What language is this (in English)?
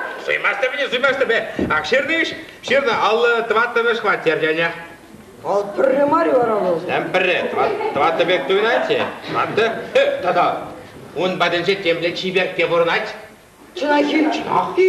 Chuvash